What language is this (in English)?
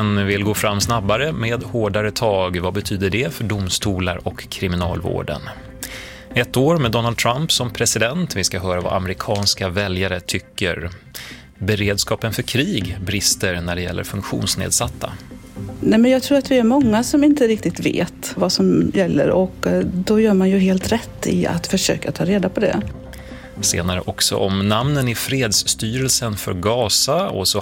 Swedish